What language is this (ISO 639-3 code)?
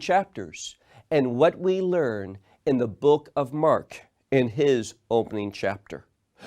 eng